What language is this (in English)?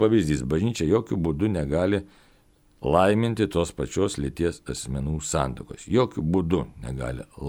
Lithuanian